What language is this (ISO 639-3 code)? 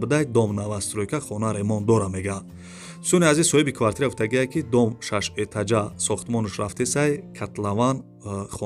tgk